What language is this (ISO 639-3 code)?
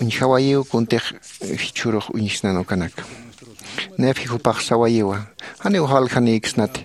aym